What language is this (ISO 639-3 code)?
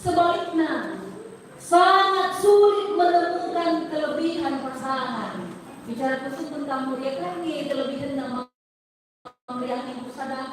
btx